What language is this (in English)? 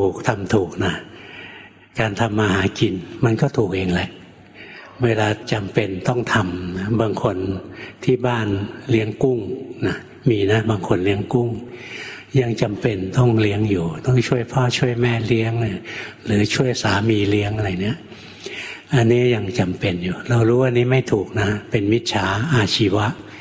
Thai